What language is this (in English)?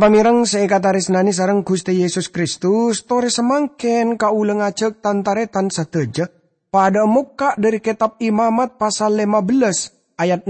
Madurese